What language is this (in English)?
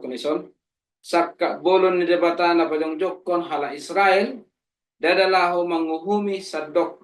Batak Toba